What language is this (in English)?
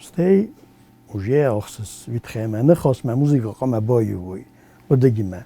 Ossetic